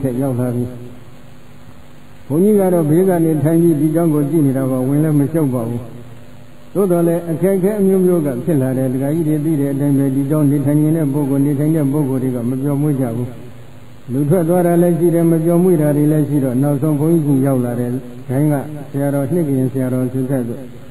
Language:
Burmese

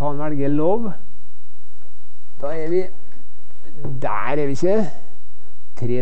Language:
Norwegian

